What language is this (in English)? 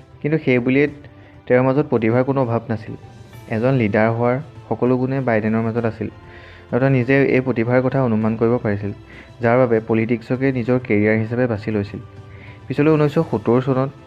Assamese